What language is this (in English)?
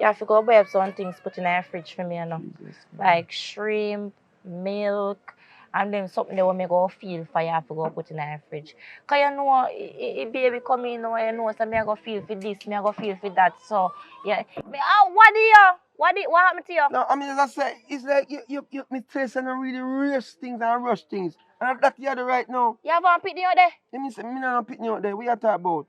Jamaican Creole English